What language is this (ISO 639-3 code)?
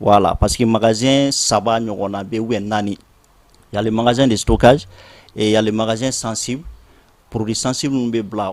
bam